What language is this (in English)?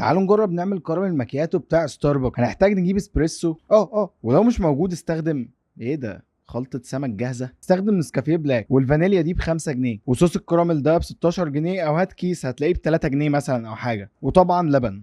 Egyptian Arabic